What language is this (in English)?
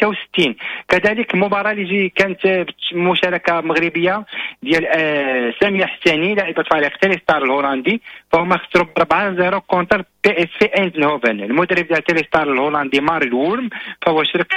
Moroccan Arabic